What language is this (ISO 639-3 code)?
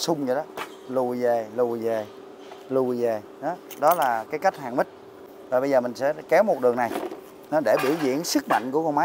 vie